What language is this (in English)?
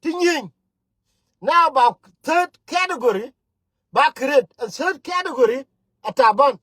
Nuer